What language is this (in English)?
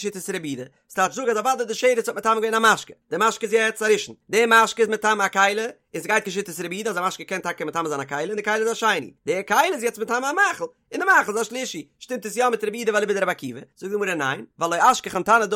Yiddish